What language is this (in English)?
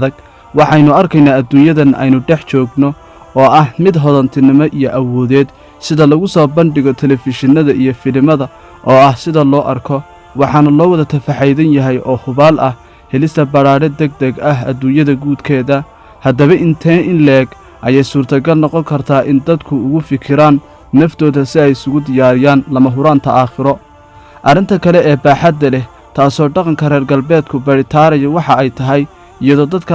Somali